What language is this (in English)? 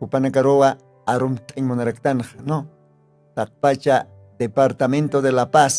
Aymara